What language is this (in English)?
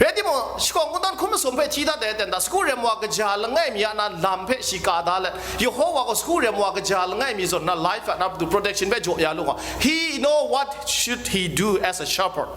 Kachin